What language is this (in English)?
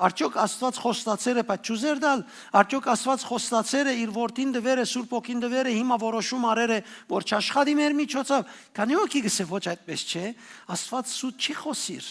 Western Armenian